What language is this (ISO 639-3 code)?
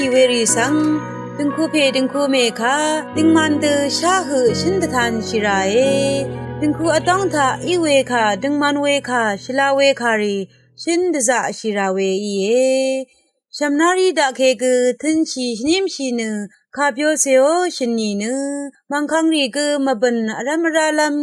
raw